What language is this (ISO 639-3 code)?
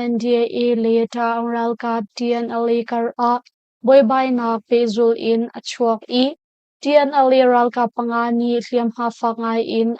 cnh